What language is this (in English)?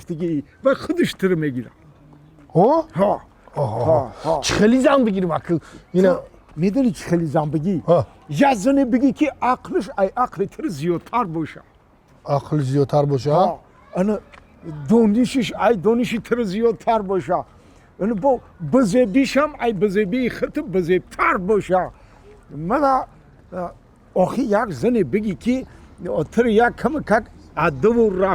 Tajik